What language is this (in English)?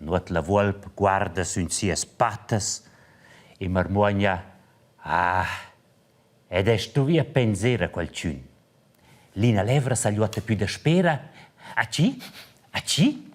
Romansh